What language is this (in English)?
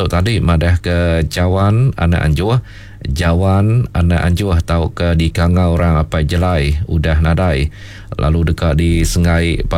Iban